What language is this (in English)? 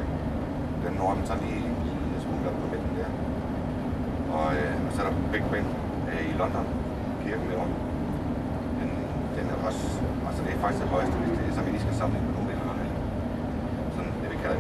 Danish